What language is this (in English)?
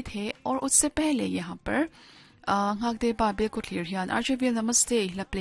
Hindi